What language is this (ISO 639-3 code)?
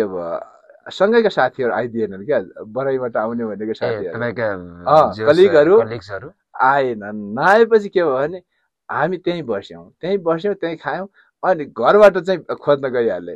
nep